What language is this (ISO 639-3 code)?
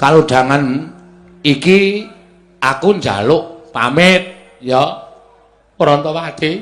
jav